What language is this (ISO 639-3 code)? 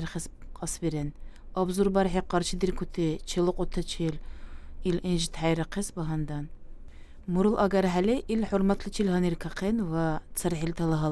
dar